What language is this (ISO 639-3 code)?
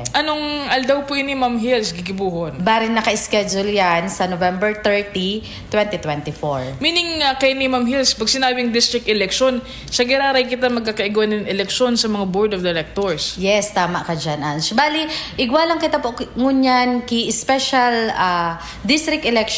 bik